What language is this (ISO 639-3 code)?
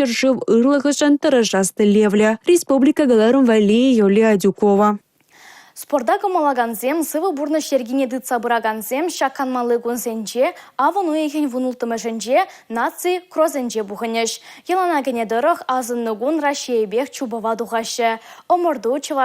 chv